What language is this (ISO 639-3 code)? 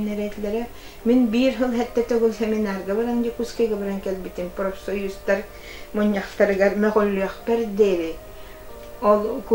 sah